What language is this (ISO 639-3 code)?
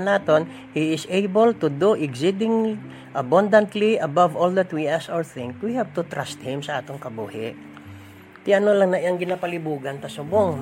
hil